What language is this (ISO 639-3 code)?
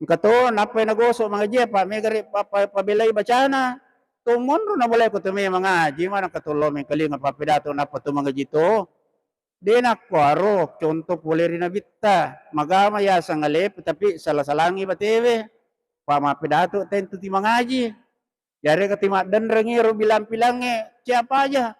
bug